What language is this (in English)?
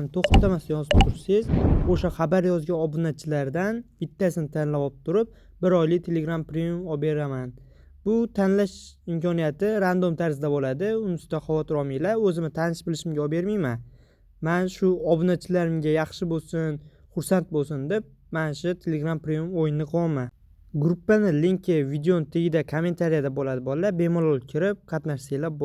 Uzbek